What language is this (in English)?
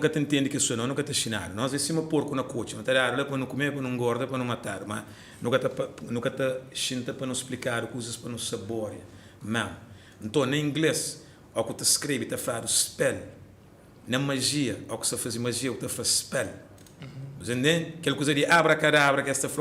Kabuverdianu